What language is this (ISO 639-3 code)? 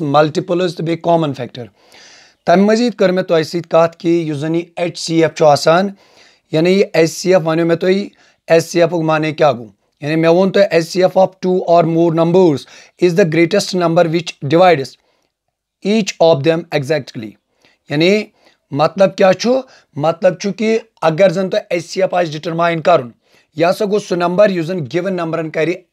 kas